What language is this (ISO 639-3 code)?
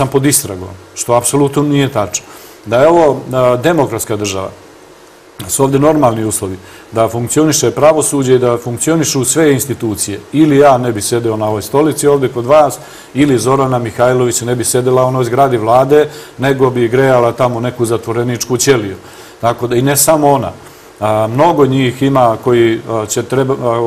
srp